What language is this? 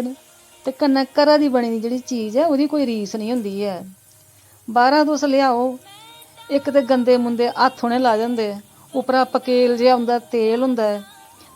Dogri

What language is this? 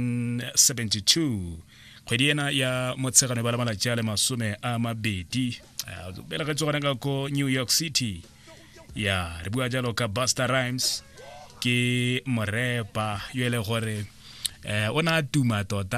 Tswana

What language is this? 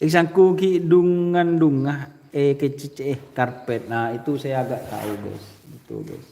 Madurese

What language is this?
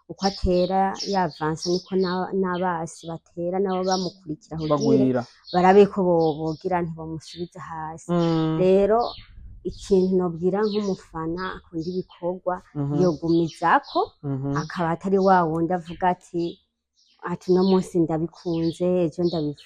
Rundi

